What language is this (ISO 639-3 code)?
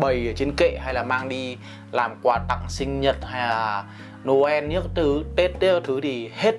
vie